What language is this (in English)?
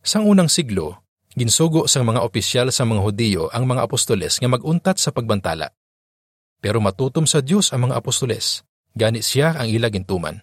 Hiligaynon